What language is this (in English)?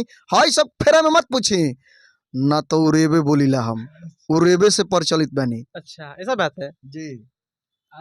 Bhojpuri